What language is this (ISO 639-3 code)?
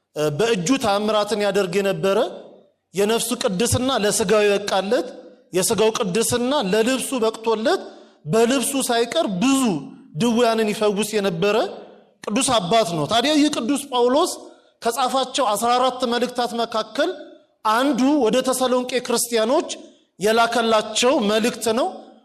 amh